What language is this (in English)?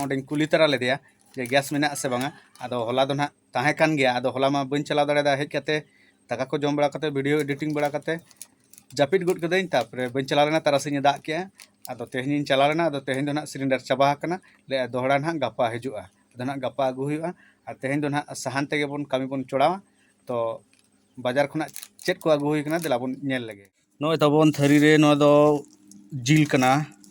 Santali